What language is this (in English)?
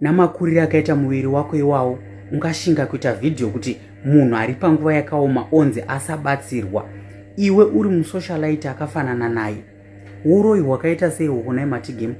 Shona